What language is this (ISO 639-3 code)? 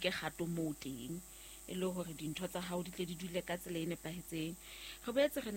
sot